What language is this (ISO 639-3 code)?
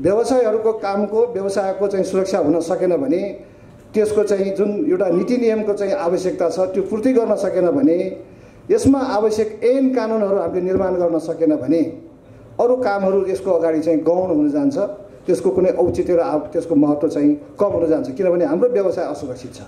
nep